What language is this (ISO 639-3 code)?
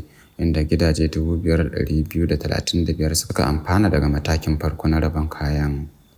hau